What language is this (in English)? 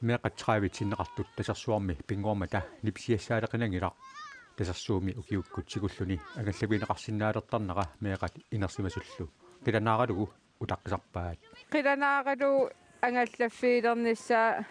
Kalaallisut